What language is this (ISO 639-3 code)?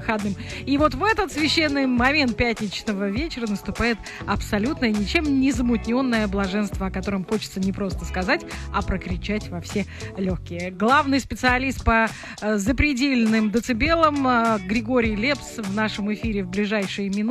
rus